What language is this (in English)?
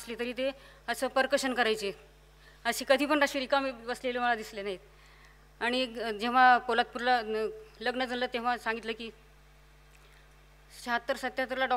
Marathi